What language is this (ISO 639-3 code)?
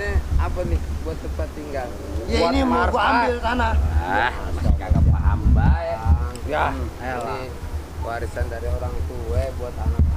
bew